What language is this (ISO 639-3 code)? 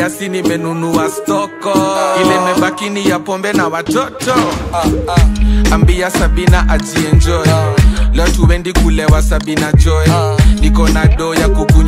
swa